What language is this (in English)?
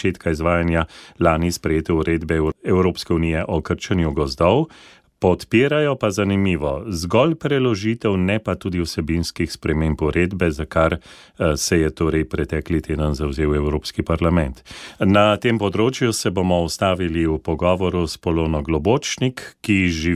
Slovenian